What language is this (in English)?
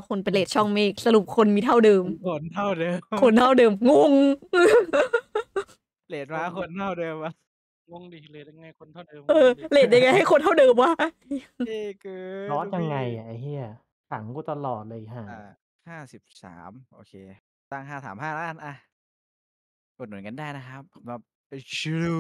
Thai